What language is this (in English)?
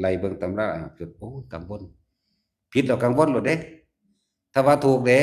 Lao